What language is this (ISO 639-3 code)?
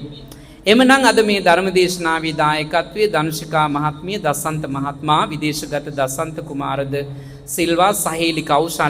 sin